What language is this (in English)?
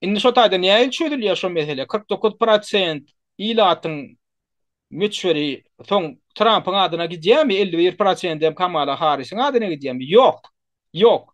Turkmen